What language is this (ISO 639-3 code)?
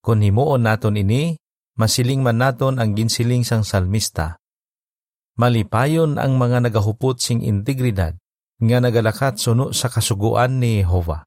hil